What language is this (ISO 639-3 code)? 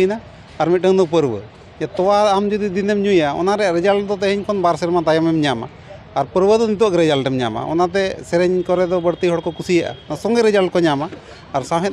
sat